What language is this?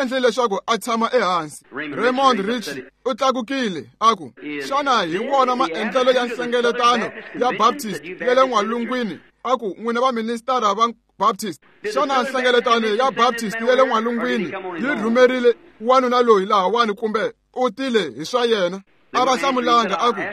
Tsonga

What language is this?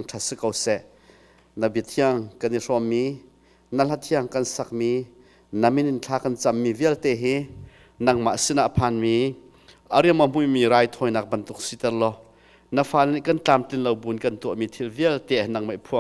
Hakha Chin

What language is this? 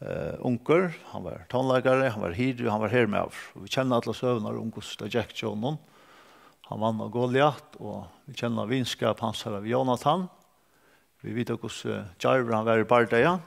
Faroese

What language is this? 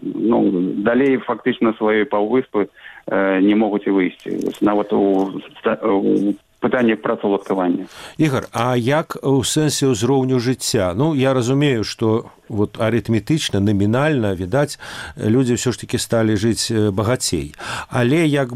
Belarusian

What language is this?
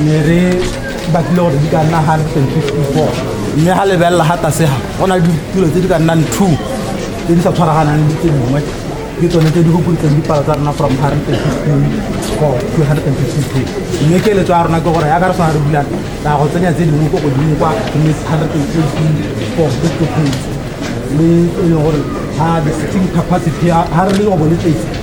Tswana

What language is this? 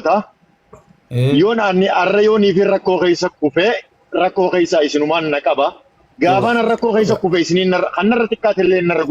Oromo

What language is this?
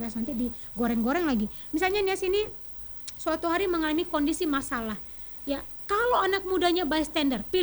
Indonesian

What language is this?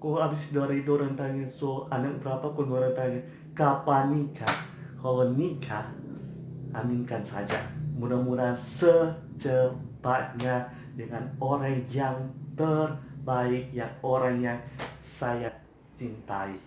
Manado Malay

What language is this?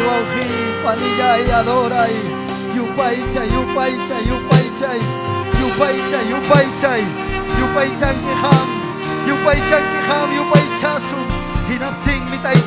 Ayacucho Quechua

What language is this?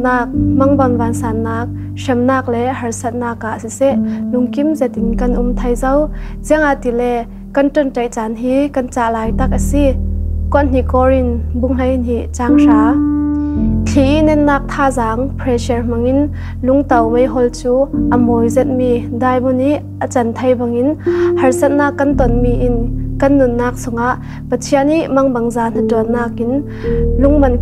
Falam Chin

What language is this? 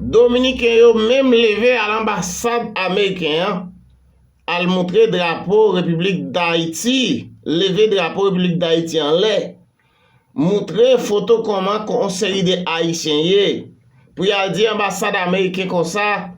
Haitian Creole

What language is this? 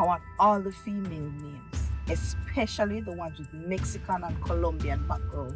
Jamaican Creole English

